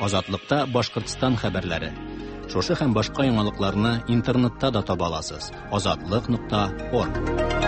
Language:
Tatar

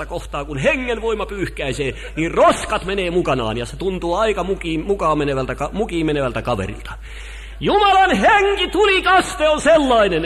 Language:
Finnish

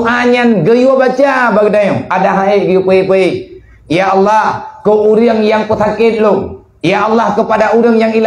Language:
Achinese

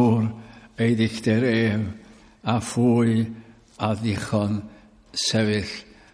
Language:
Welsh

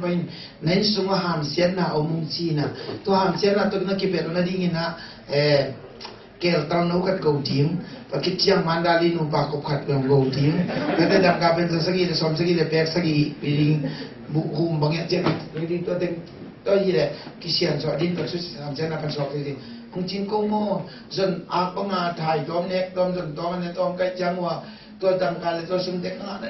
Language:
Tedim Chin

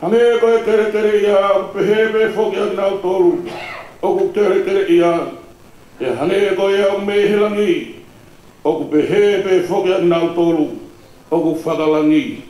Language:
Tongan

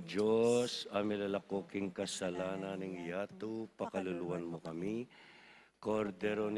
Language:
Pampanga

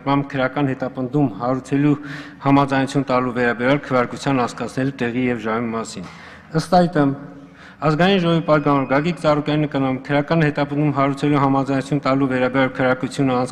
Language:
Armenian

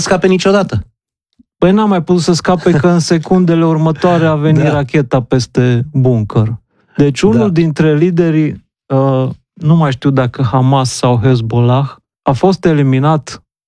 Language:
Romanian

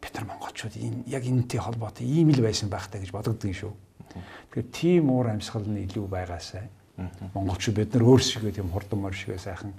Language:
Mongolian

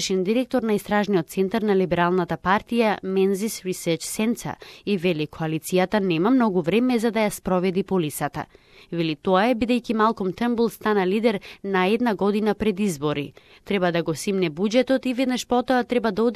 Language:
Macedonian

